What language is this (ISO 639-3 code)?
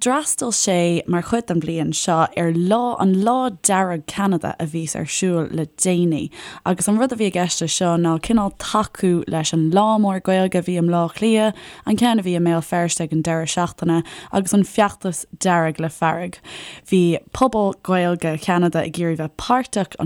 gle